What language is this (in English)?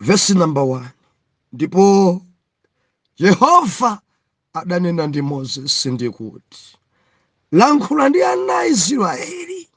Nyanja